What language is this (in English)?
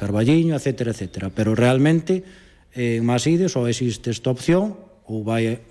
Galician